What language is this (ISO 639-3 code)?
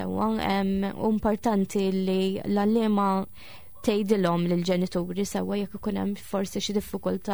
mlt